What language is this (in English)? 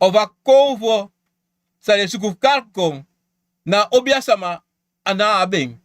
Sranan Tongo